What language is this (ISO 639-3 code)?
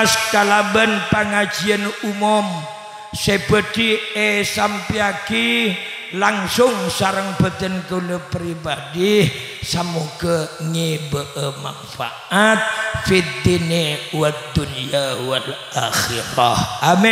mad